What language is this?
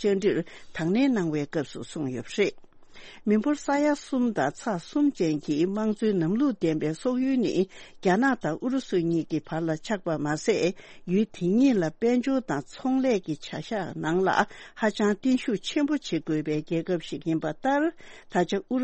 Tibetan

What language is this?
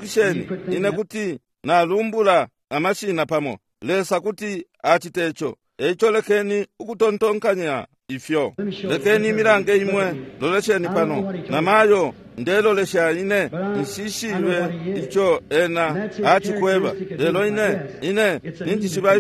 Bemba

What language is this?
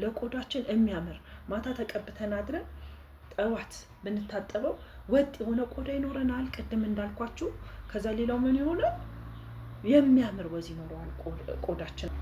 Amharic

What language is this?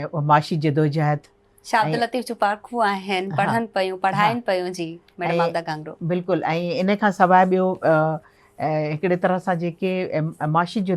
Sindhi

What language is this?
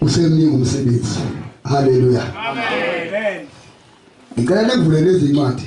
Zulu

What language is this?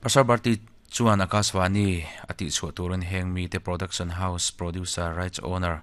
Mizo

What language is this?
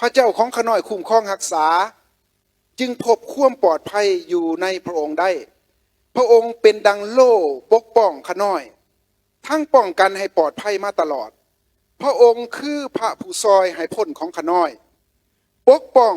Lao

